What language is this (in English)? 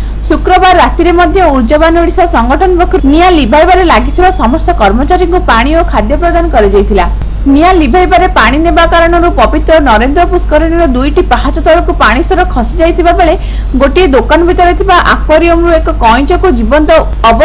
Odia